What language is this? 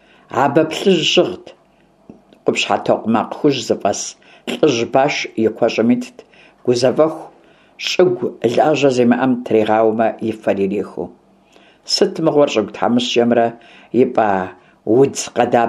Kabardian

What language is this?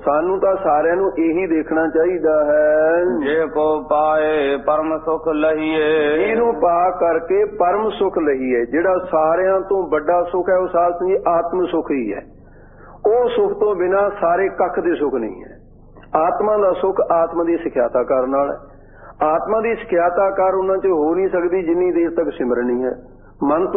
Punjabi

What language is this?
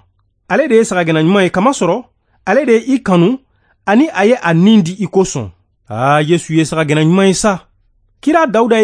Bambara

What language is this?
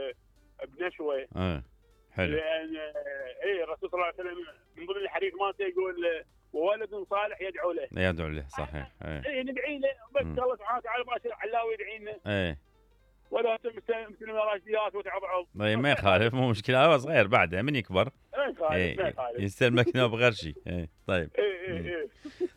Mesopotamian Arabic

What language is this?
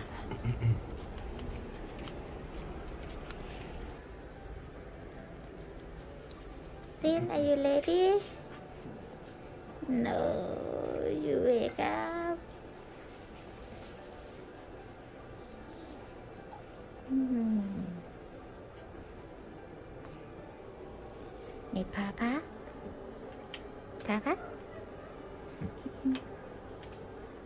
Thai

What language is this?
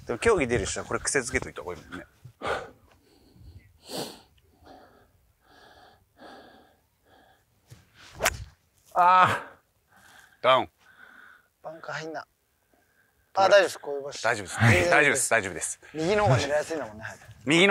Japanese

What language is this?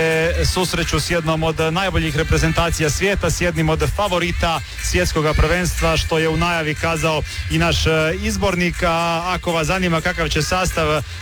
Croatian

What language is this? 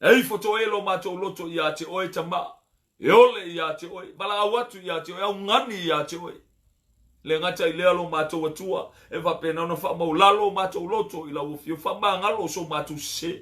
Samoan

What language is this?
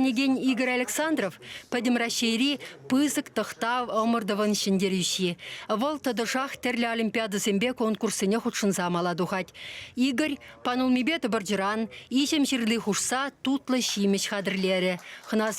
Chuvash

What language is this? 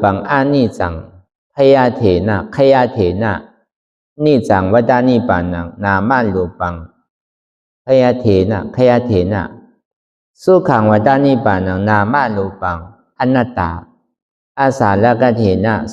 Shan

